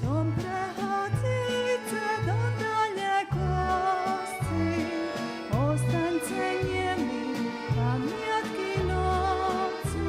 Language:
Rusyn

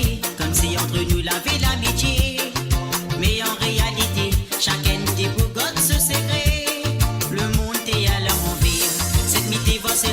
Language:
Morisyen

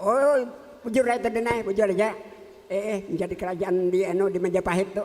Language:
Banjar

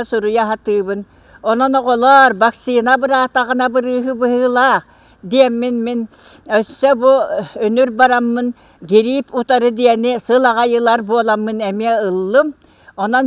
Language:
Yakut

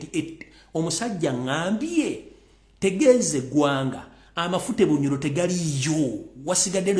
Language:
Ganda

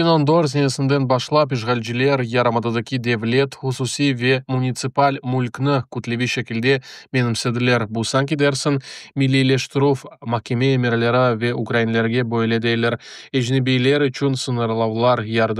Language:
Crimean Tatar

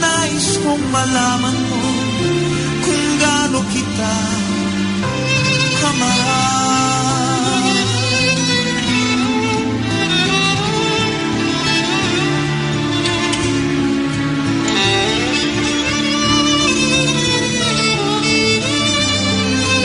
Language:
Filipino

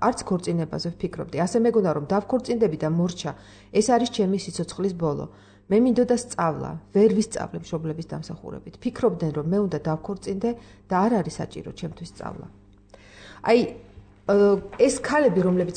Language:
Georgian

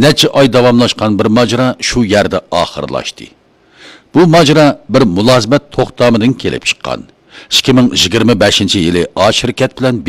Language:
Uyghur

